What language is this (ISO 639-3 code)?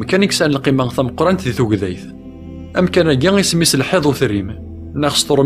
kab